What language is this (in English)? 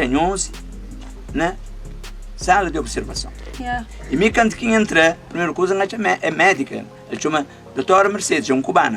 Kabuverdianu